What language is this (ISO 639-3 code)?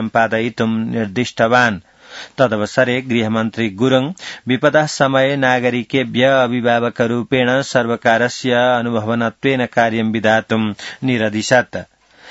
san